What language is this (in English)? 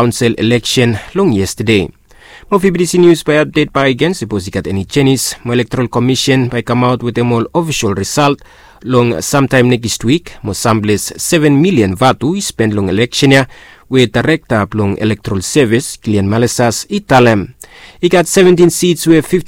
Bislama